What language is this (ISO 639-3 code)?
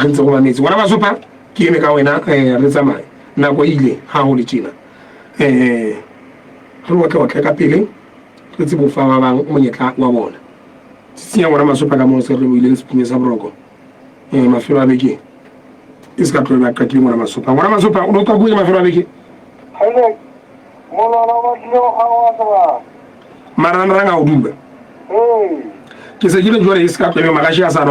sot